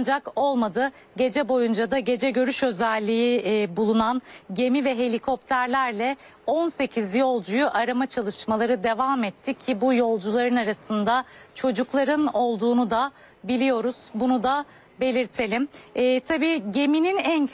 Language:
Turkish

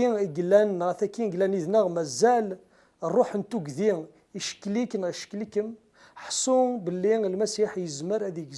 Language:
Kabyle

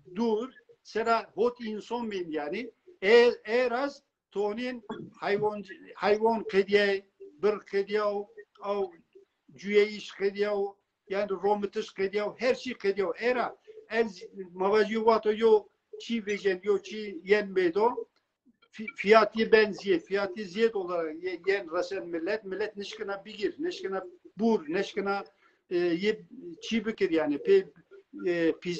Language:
Zaza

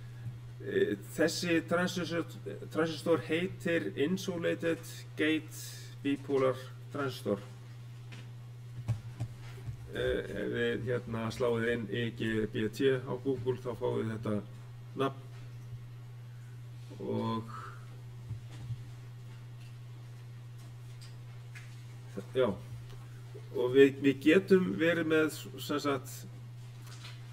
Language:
Icelandic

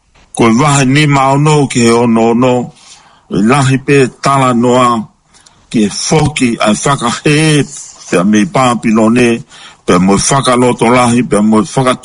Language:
Tongan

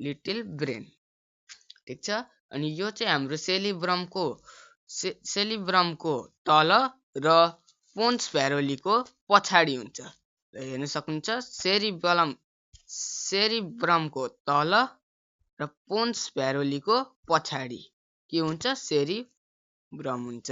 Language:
Nepali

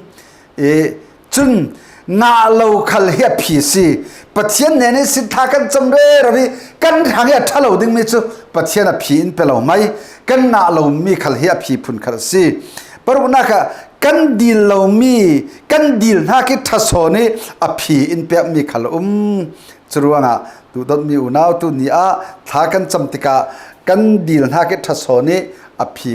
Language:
Falam Chin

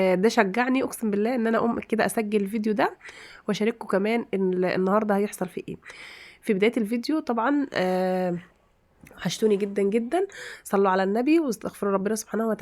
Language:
Egyptian Arabic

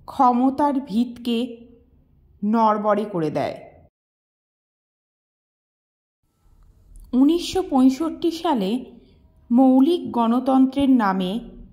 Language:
Bangla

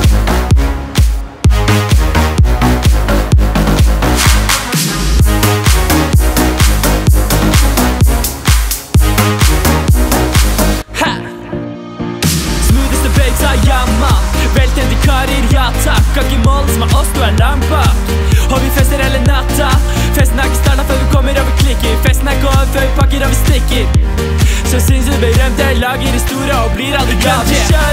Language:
Norwegian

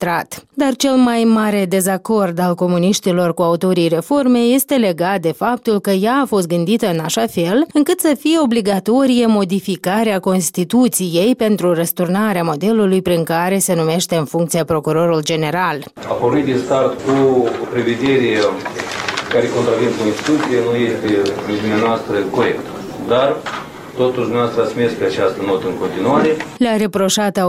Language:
Romanian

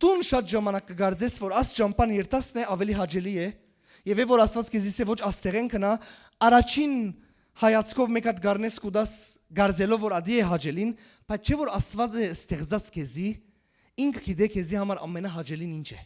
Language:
Western Armenian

